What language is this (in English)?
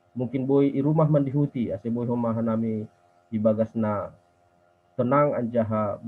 Batak Simalungun